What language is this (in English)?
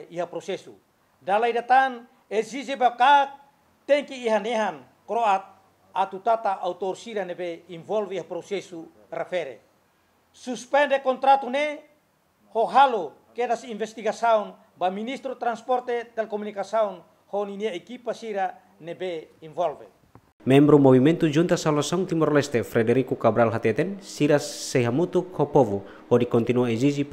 Tetum